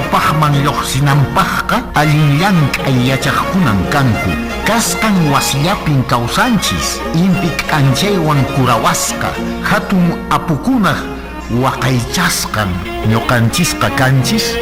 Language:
Quechua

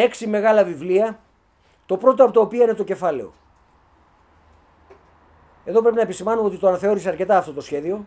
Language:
Greek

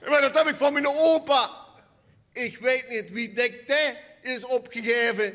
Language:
Limburgish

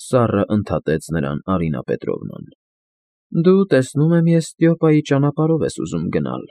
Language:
Armenian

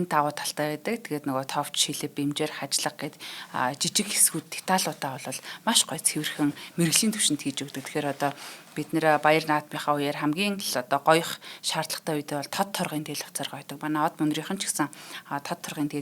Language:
Mongolian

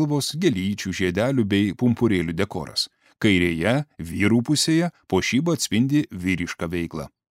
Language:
Lithuanian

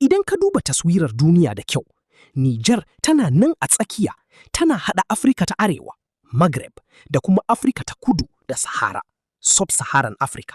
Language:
Hausa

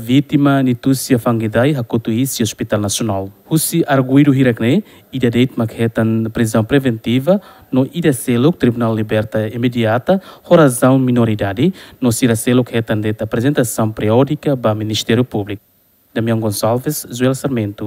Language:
Tetum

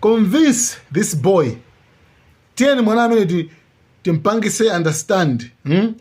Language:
Nyanja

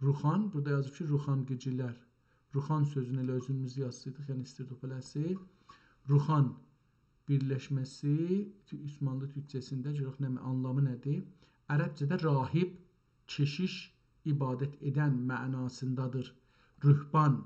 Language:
South Azerbaijani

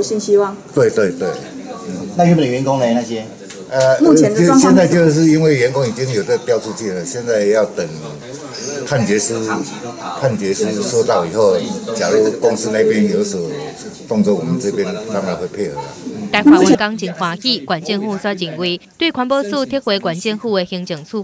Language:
Chinese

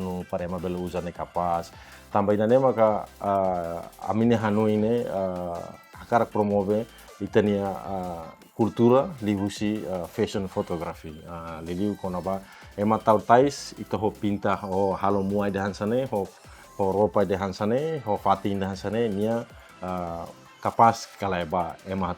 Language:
Tetum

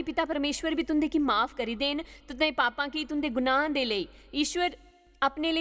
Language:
Dogri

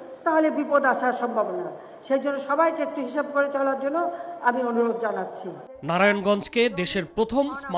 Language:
Bangla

